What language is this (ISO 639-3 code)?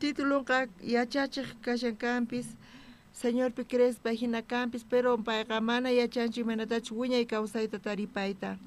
quh